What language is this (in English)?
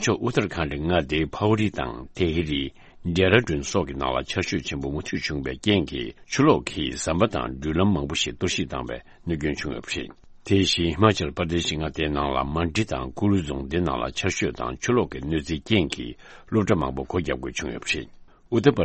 Tibetan